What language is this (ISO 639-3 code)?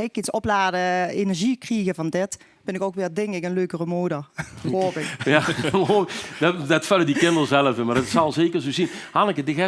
lim